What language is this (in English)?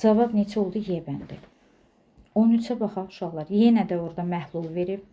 Azerbaijani